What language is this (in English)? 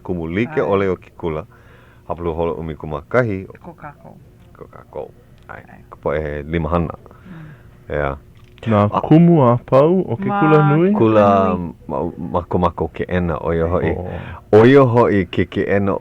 Hawaiian